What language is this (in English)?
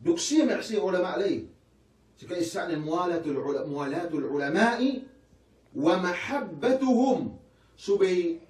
Yakan